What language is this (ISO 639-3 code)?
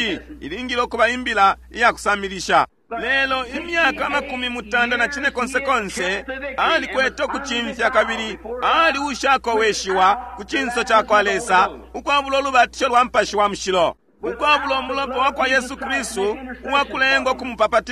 bem